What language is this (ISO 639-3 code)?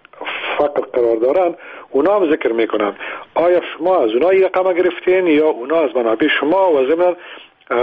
fas